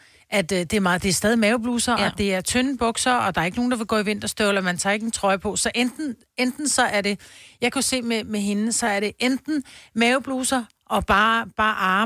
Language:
Danish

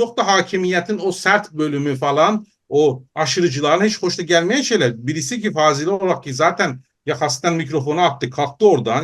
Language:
South Azerbaijani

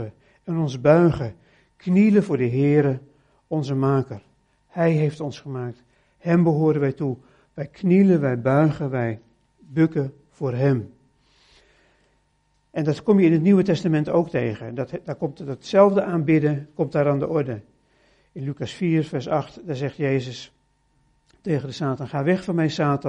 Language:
Dutch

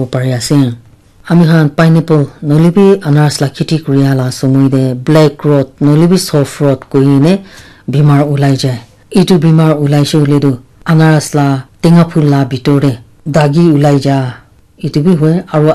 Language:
Naga Pidgin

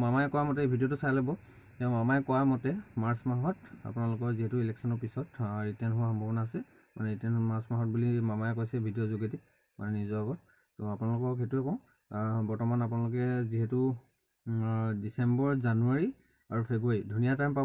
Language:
Assamese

